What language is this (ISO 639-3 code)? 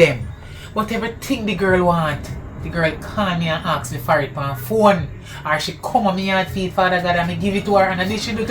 jam